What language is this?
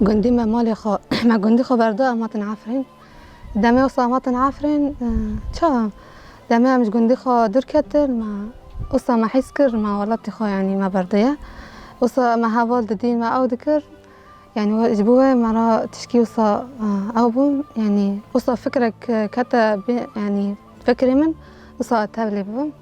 Kurdish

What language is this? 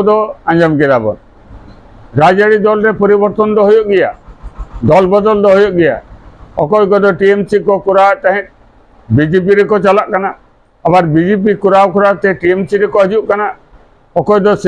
Santali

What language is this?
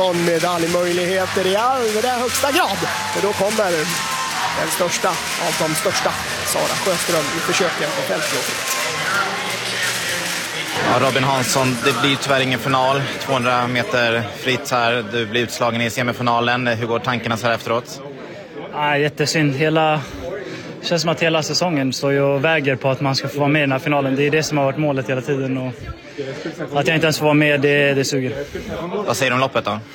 Swedish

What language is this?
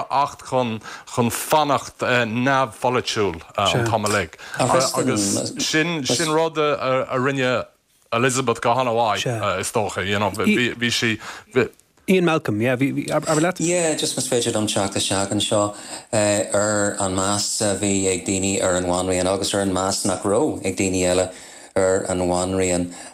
Irish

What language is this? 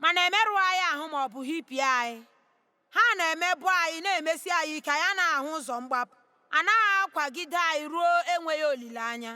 Igbo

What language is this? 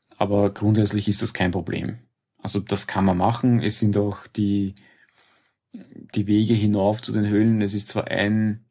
German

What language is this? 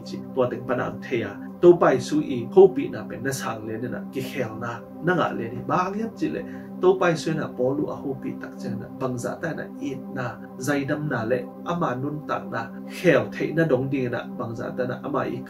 Tedim Chin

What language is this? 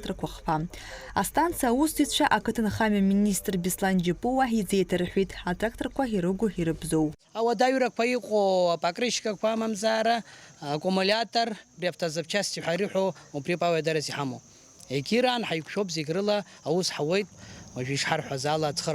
Abkhazian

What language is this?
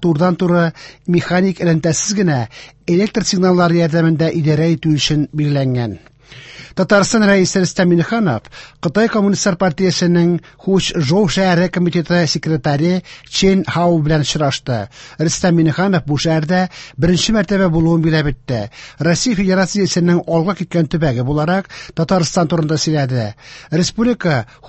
Tatar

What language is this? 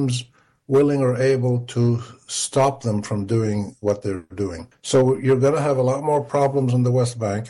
English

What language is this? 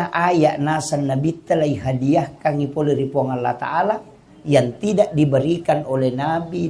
Buginese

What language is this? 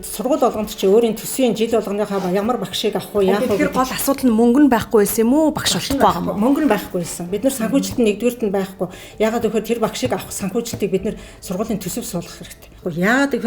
Mongolian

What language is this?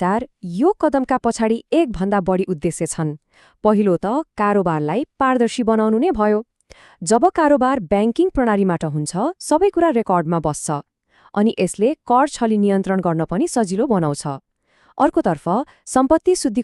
Nepali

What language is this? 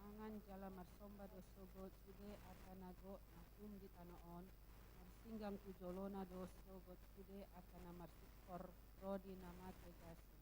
Batak Toba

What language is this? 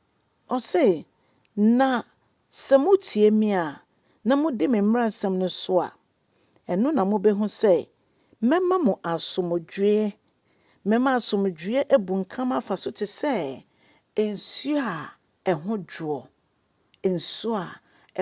Akan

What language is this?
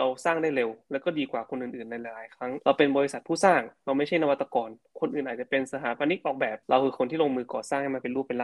Thai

